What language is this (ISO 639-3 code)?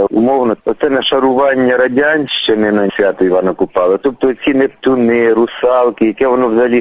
ukr